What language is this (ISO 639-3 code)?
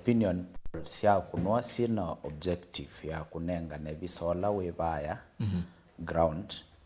kam